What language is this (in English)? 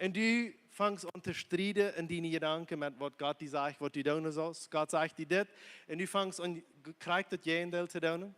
Plautdietsch